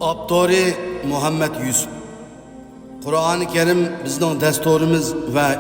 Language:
Uyghur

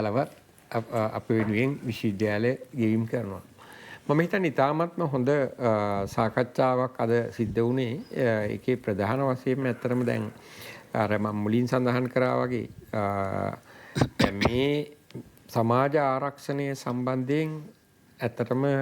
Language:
Sinhala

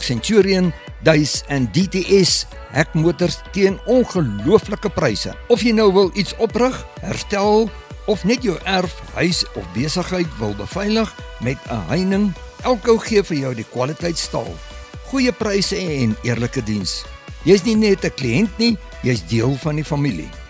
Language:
Afrikaans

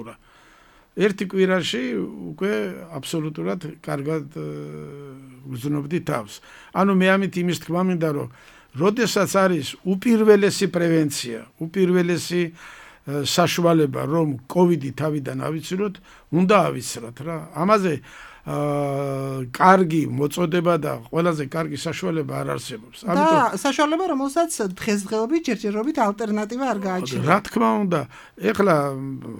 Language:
Georgian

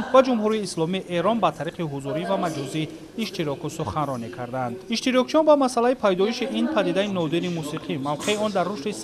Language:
Tajik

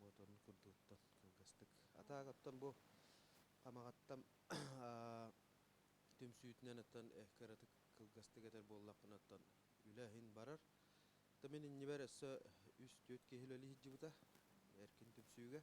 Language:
Yakut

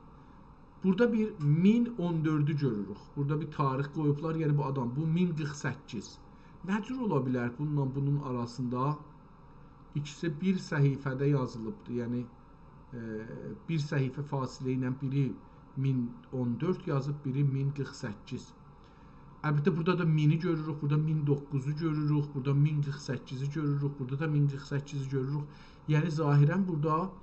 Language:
South Azerbaijani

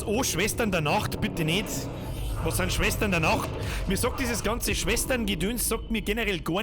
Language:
Bavarian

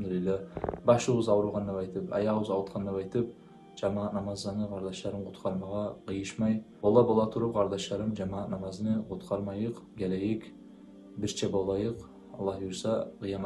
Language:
Kumyk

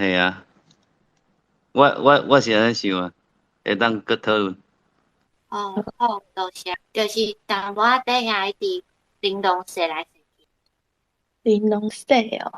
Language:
Min Nan Chinese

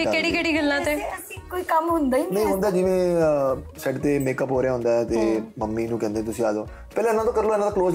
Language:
Punjabi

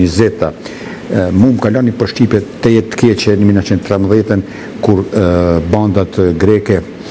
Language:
Albanian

